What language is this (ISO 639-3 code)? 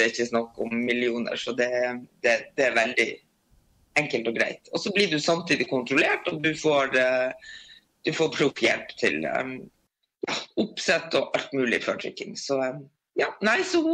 nor